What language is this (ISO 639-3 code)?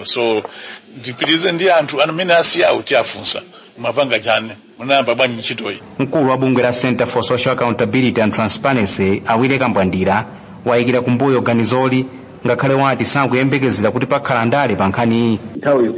nya